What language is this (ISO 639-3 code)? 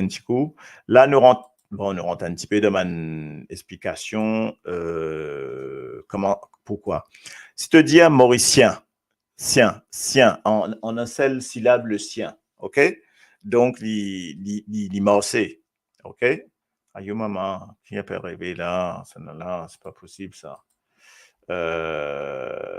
mfe